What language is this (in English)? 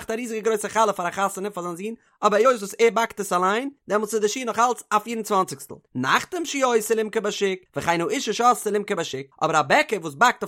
Yiddish